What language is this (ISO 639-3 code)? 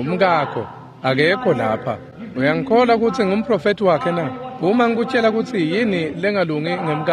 ssw